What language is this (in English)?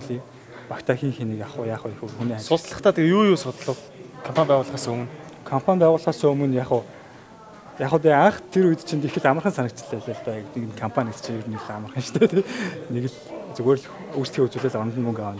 Mongolian